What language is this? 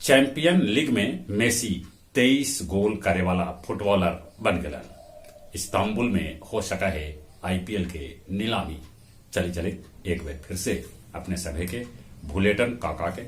Magahi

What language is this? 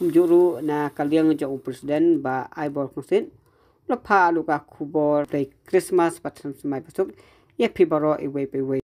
Khasi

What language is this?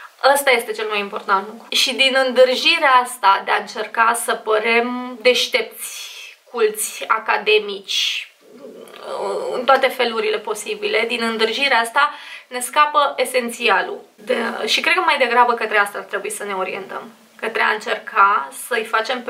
Romanian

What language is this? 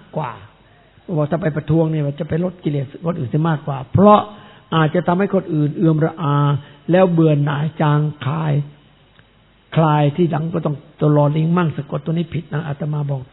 Thai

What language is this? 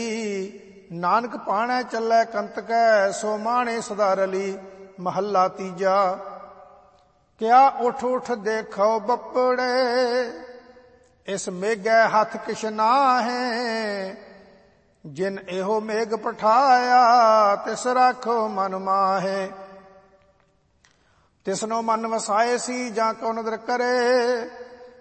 Punjabi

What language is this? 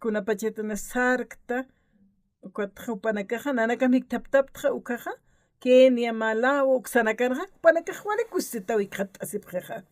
Aymara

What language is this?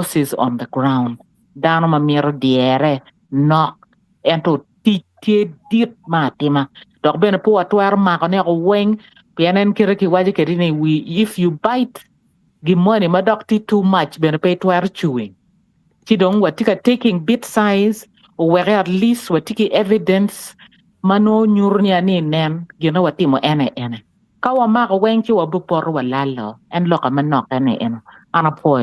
Acoli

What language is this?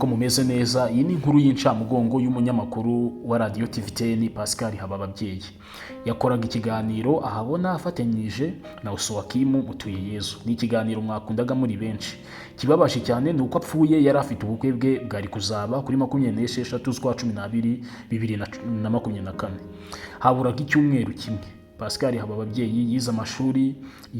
Kinyarwanda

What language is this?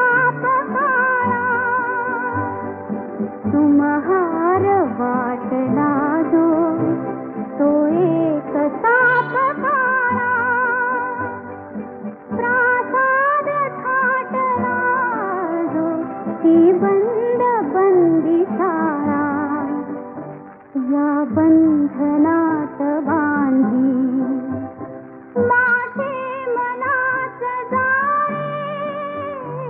Marathi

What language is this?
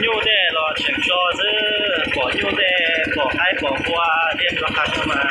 Hmong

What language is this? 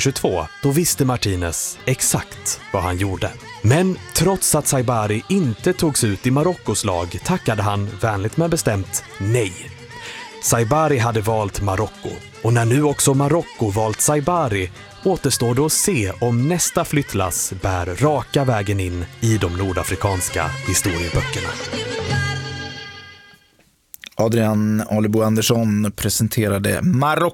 Swedish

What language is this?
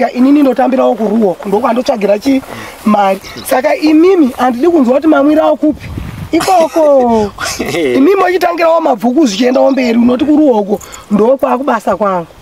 Shona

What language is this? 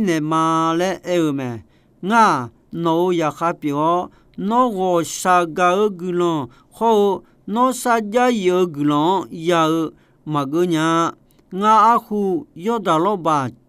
Akha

